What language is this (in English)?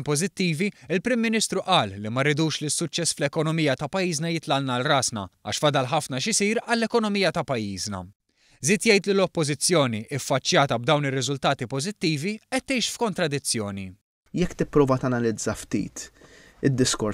Maltese